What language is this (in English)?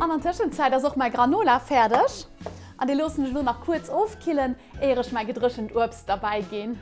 Luxembourgish